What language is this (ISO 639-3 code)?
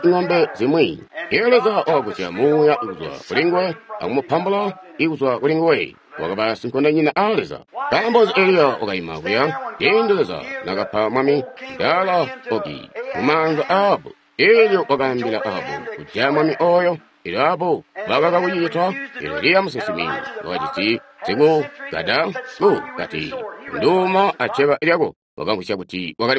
toi